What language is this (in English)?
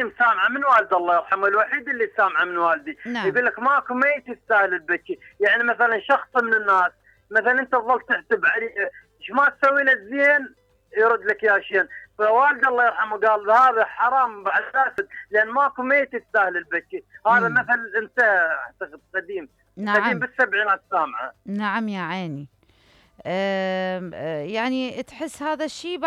Mesopotamian Arabic